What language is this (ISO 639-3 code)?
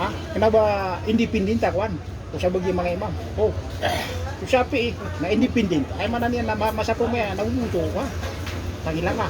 mrw